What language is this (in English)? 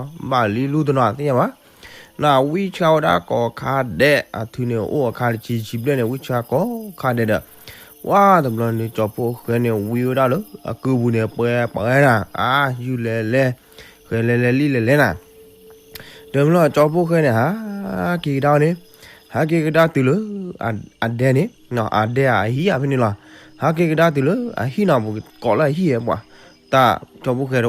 S'gaw Karen